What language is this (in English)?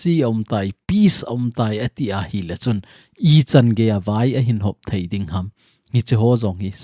Thado Chin